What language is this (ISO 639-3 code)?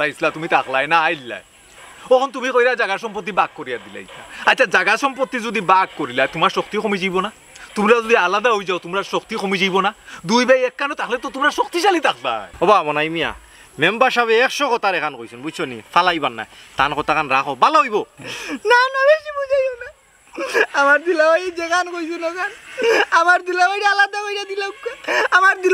syl